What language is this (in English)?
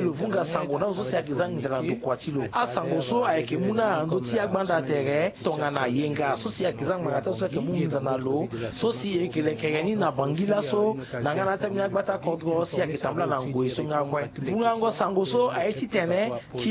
Sango